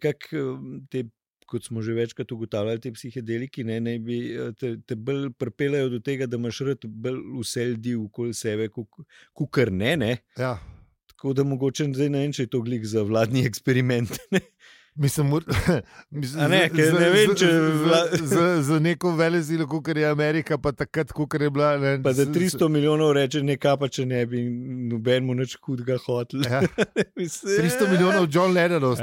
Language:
Slovenian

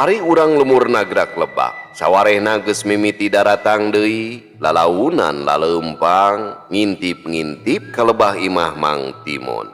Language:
Sundanese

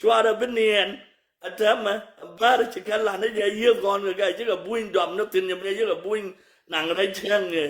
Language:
Nuer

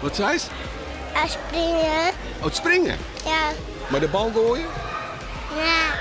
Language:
Western Frisian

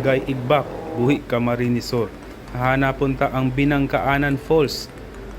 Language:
Bikol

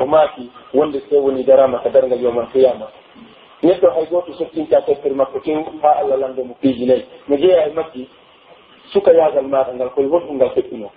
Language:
Pular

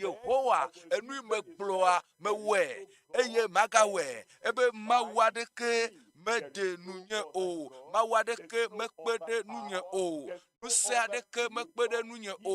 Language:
Ewe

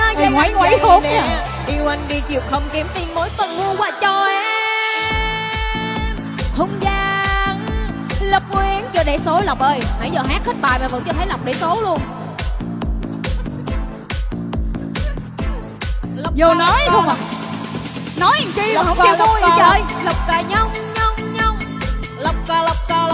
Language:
Vietnamese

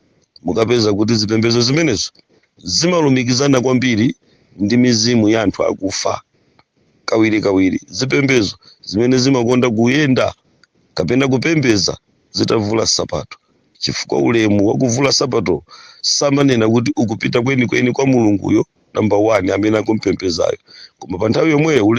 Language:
Nyanja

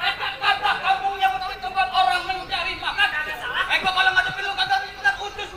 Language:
Betawi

